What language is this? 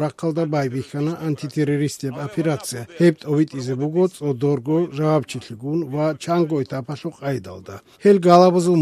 Avaric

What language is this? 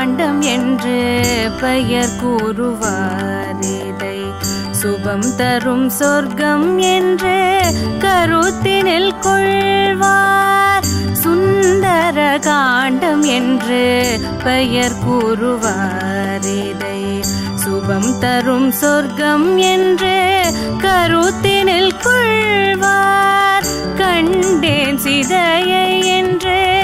Tamil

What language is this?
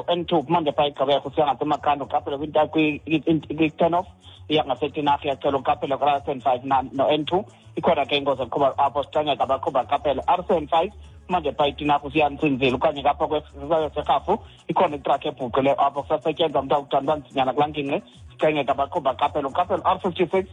Xhosa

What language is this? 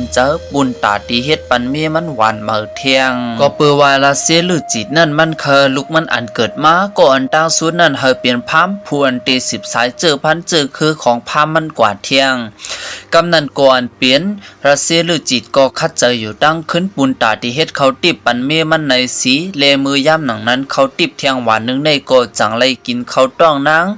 Shan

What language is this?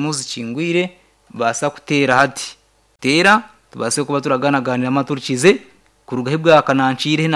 Nyankole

